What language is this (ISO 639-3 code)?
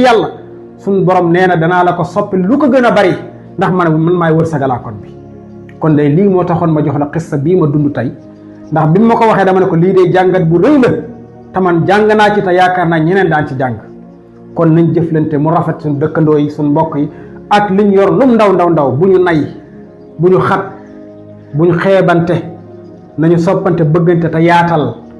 wol